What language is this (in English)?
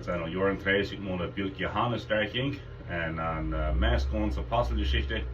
Plautdietsch